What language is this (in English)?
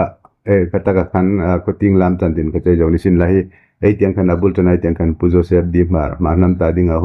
Hmar